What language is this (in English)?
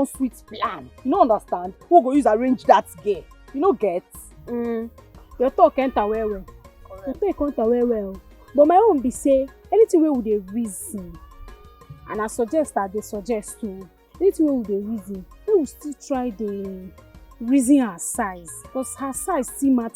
Nigerian Pidgin